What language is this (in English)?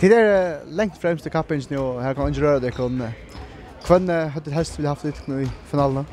Faroese